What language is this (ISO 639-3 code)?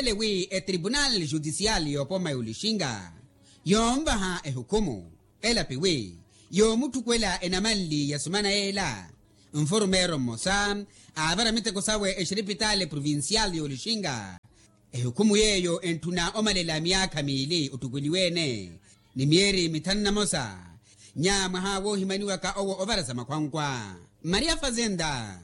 vmw